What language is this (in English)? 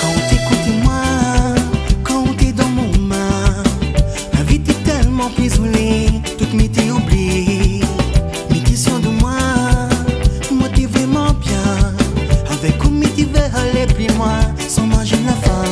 Réunion Creole French